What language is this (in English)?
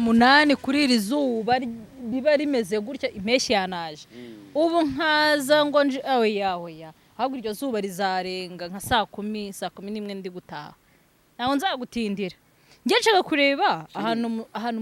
Kinyarwanda